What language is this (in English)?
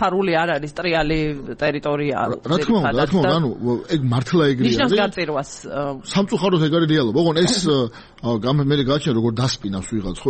Georgian